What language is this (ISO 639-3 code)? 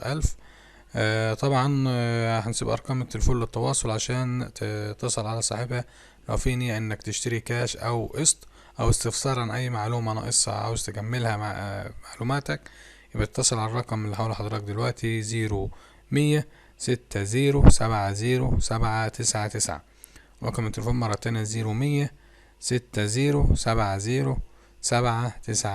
arz